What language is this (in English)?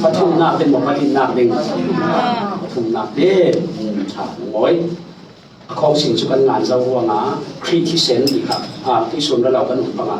Falam Chin